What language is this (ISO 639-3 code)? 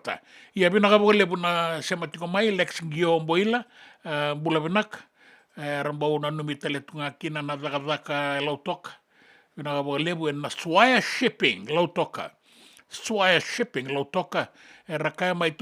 fij